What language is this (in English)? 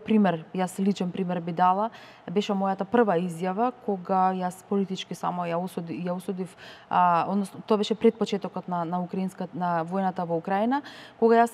Macedonian